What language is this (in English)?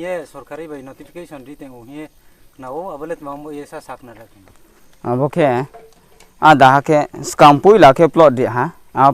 Riang (India)